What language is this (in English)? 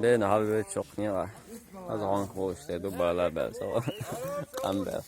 Chechen